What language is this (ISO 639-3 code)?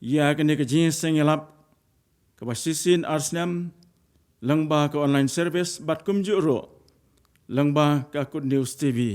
kha